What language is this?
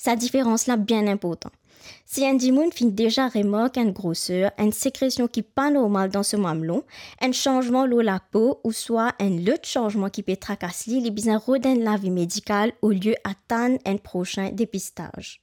Morisyen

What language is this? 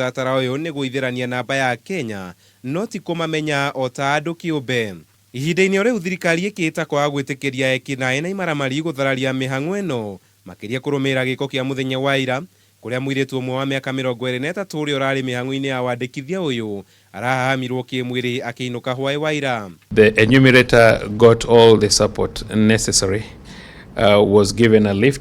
Kikuyu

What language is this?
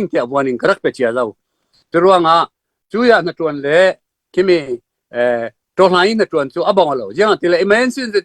Falam Chin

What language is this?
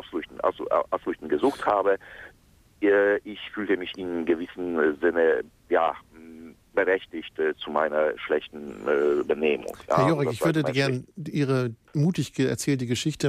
German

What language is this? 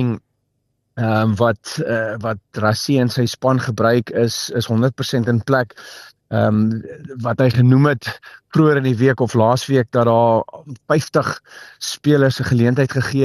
Afrikaans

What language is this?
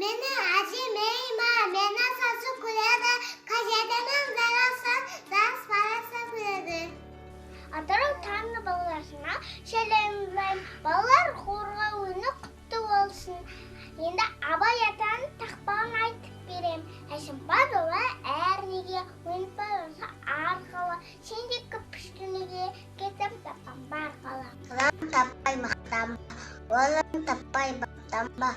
Kazakh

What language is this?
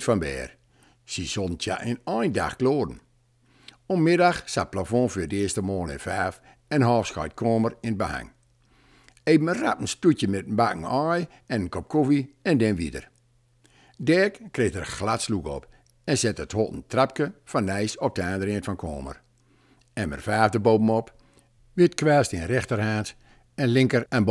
Gronings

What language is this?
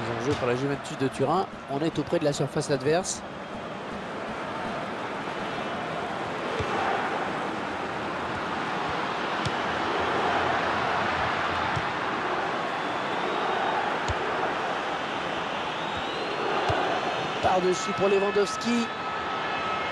French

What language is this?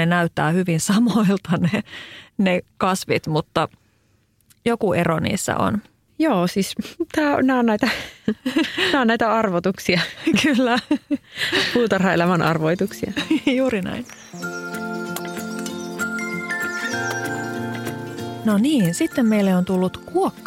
Finnish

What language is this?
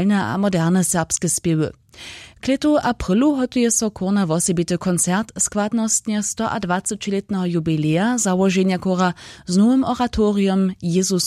Upper Sorbian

